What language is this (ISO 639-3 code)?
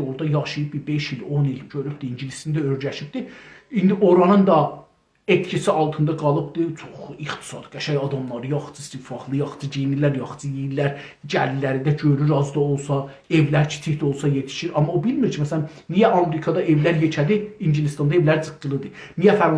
azb